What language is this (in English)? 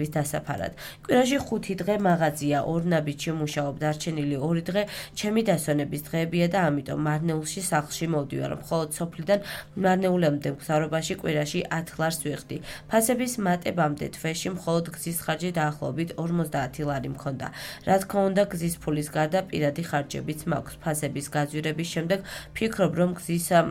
Georgian